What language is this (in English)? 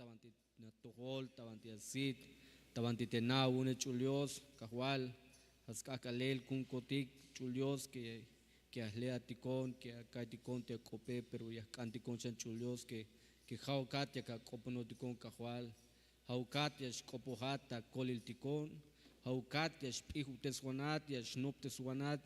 Tzeltal